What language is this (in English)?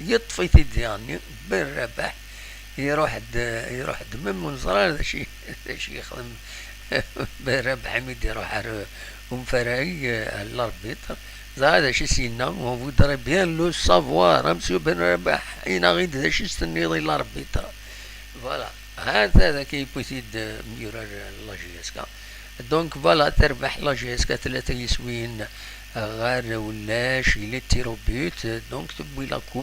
Kabyle